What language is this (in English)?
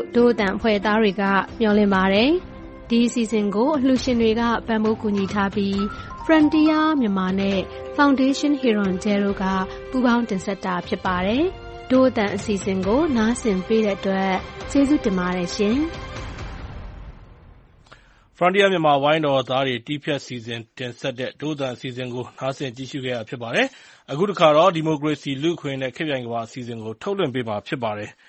Burmese